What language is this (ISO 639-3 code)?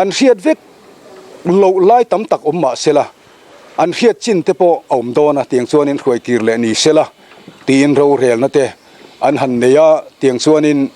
lus